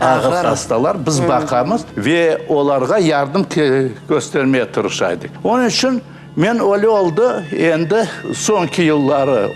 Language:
Crimean Tatar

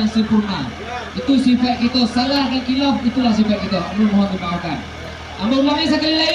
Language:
Minangkabau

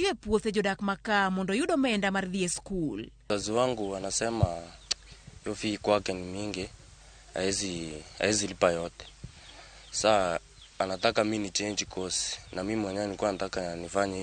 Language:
Luo (Kenya and Tanzania)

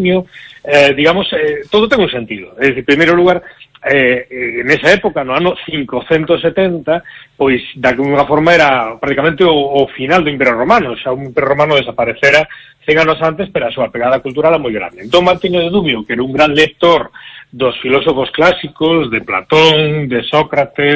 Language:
Galician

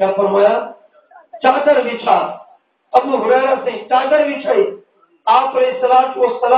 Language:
Saraiki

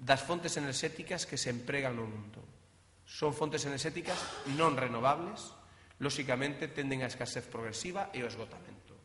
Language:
Galician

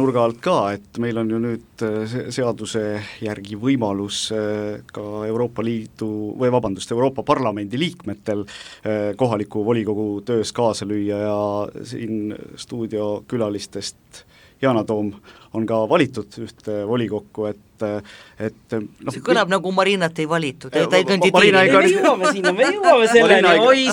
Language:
Estonian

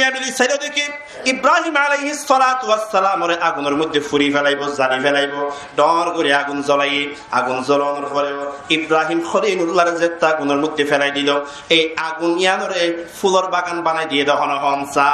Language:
Rohingya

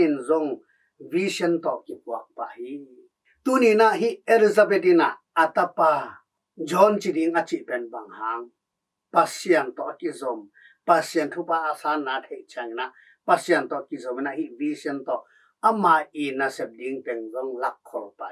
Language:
Tedim Chin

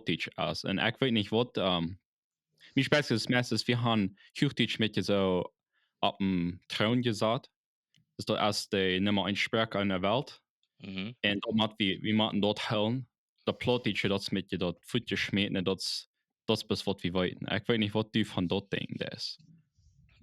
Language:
Plautdietsch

